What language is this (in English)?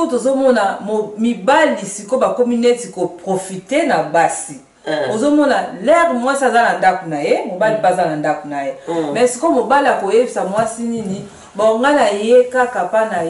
Lingala